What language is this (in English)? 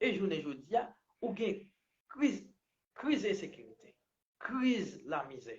Haitian Creole